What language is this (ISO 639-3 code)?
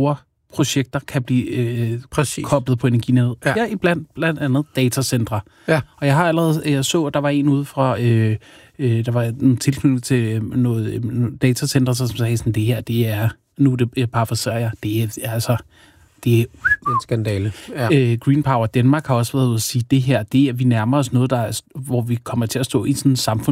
dan